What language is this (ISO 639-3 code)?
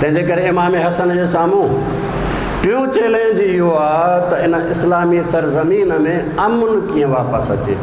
snd